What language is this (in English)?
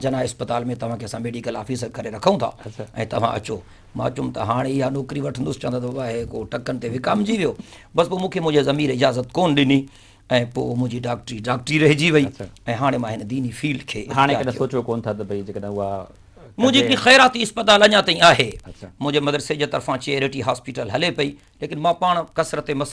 Sindhi